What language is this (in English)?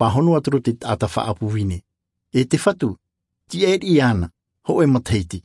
Tahitian